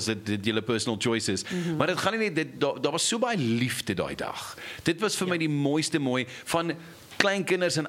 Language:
Afrikaans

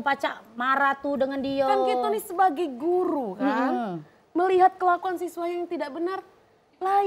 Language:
Musi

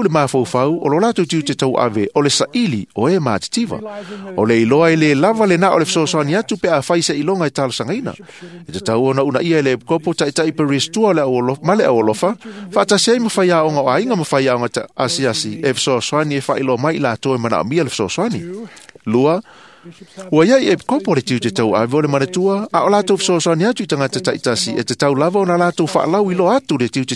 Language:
Samoan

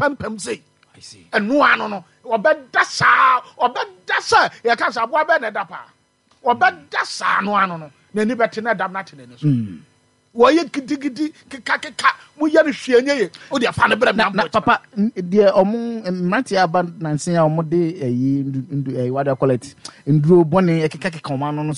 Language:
Akan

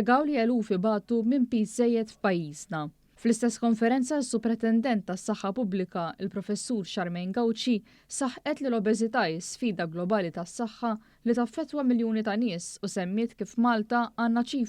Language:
Maltese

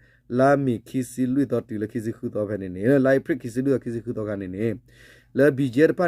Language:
S'gaw Karen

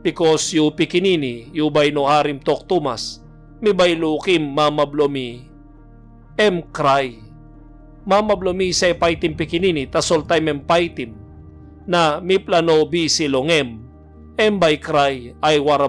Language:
Tok Pisin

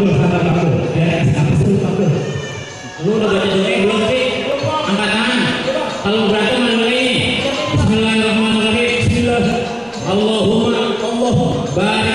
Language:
Betawi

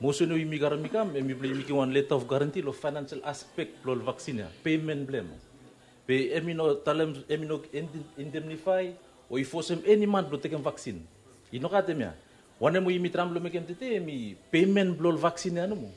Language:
Bislama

